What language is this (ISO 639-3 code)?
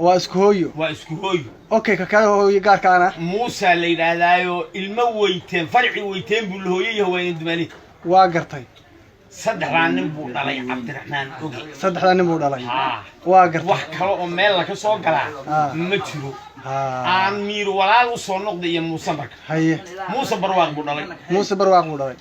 som